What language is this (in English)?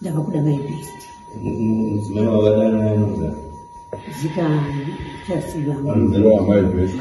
Shona